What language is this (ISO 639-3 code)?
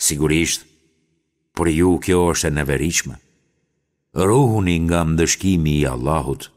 sqi